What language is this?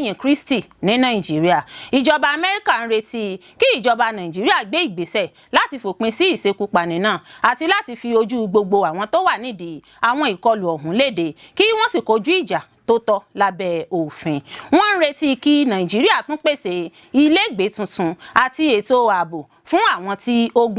Yoruba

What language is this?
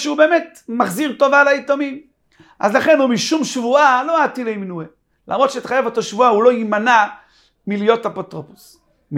Hebrew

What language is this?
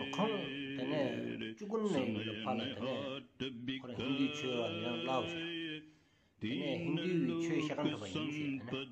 Stod Bhoti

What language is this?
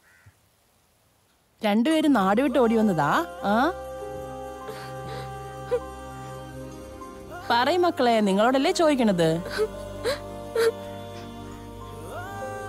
Malayalam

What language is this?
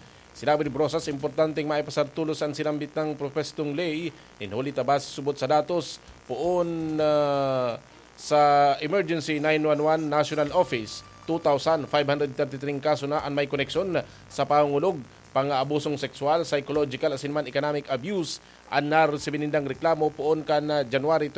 Bikol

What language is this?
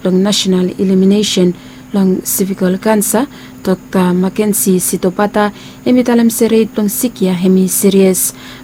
Bislama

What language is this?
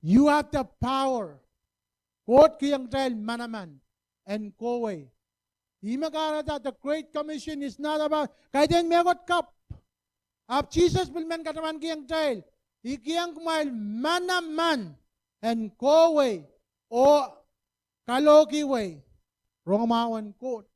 Pohnpeian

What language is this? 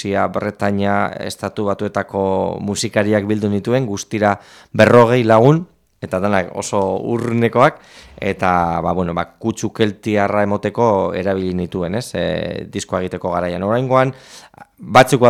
Basque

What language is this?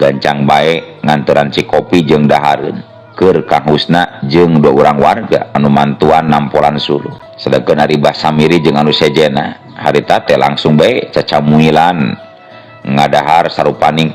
Sundanese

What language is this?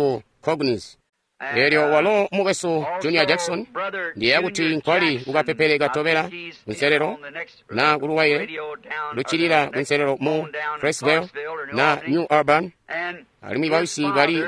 Tonga (Zambia)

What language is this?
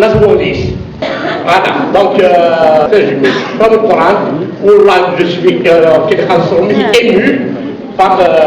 Kabyle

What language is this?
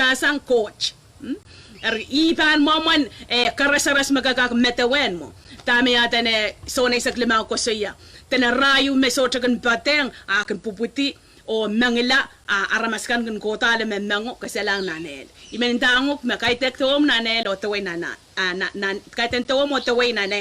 Pohnpeian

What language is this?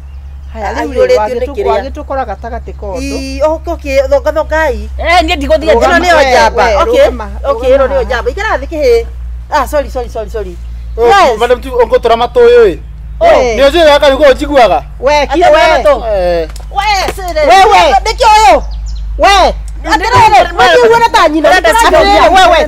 Kikuyu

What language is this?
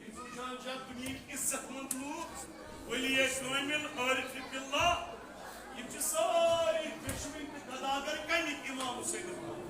Kashmiri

